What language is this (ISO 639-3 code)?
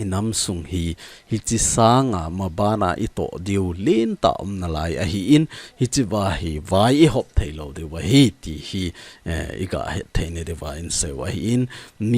tcz